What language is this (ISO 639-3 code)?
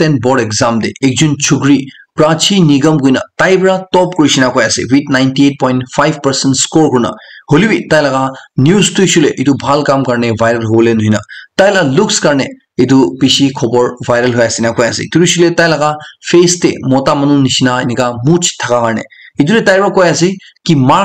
nag